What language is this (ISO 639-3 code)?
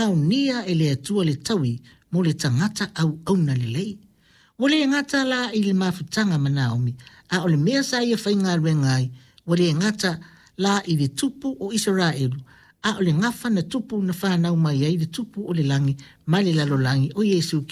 smo